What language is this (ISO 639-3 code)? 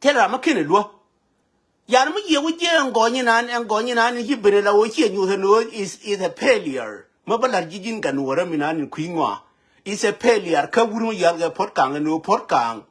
nus